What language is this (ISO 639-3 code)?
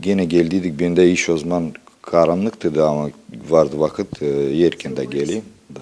gag